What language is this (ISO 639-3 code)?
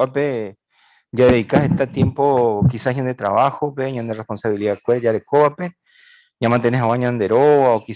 grn